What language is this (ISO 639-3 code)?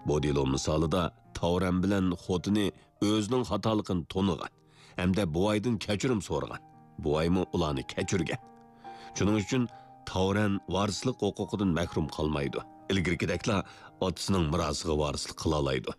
uig